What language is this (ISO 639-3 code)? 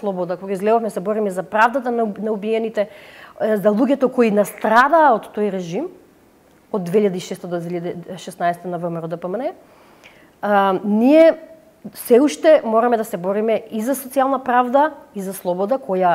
mkd